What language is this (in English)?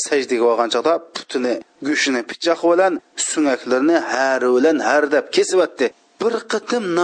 Uyghur